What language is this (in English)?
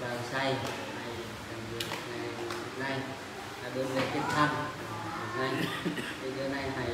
Eastern Bru